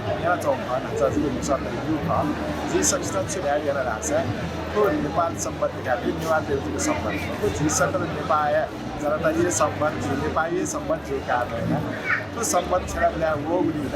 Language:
Newari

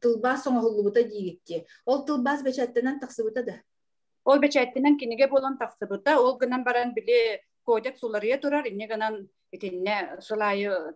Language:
Yakut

